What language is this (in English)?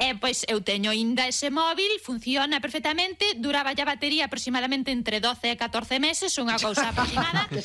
Galician